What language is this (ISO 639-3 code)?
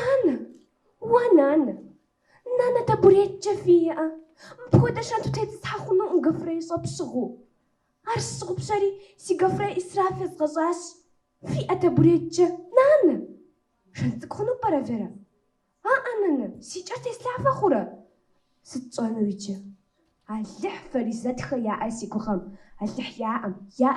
kbd